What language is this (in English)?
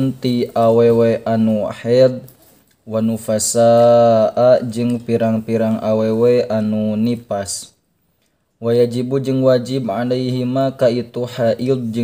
Sundanese